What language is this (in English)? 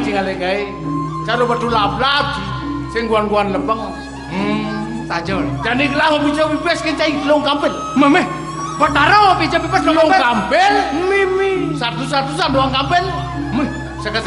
Balinese